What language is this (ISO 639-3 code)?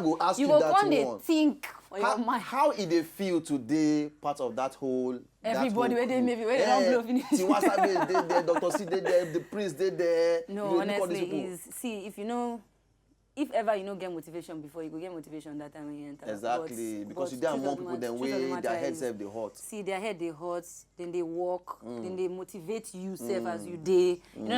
pcm